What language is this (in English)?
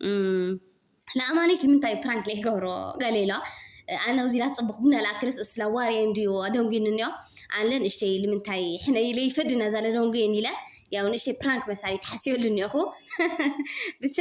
Tigrinya